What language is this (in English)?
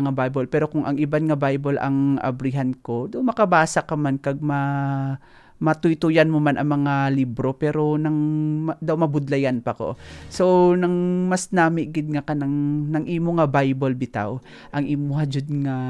Hiligaynon